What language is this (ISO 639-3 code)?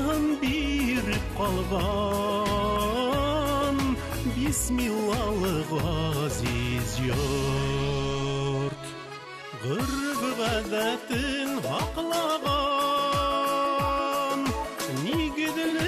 bak